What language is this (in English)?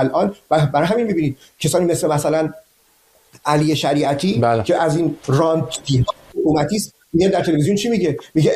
Persian